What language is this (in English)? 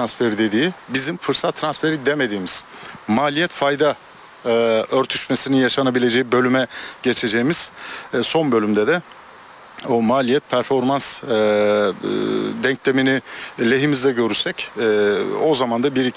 Turkish